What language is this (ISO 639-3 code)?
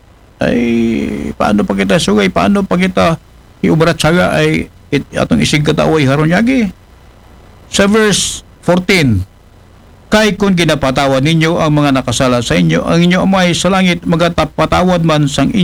akl